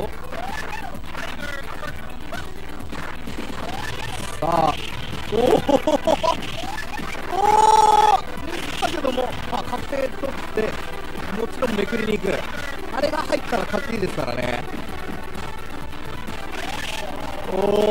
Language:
Japanese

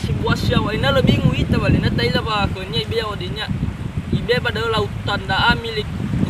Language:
Nias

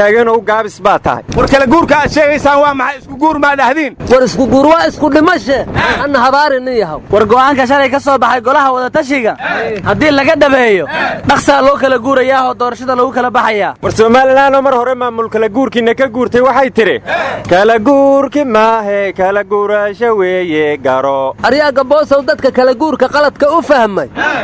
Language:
Somali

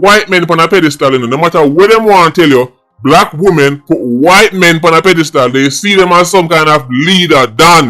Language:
Jamaican Creole English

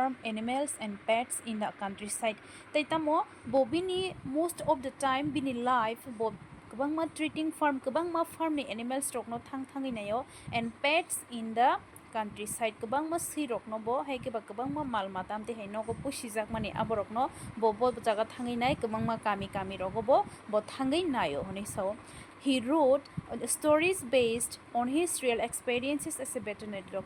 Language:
Kok Borok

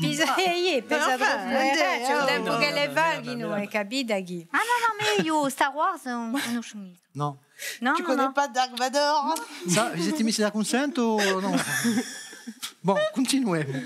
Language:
Corsican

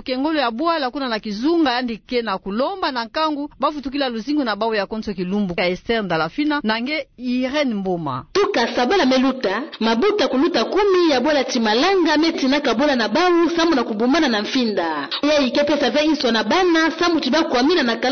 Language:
Kituba (Democratic Republic of Congo)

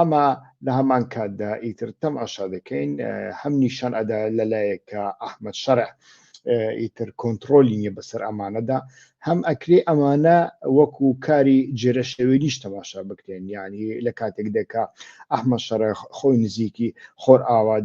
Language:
Central Kurdish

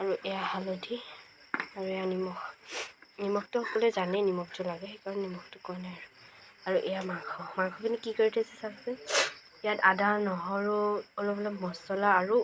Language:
Assamese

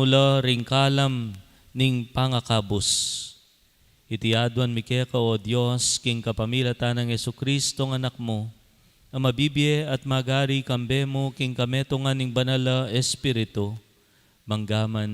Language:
Pampanga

